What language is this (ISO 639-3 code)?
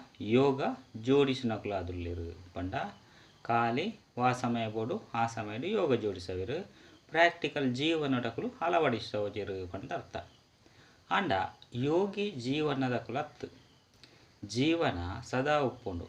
tcy